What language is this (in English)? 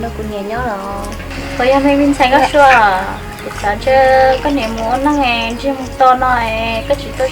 Hmong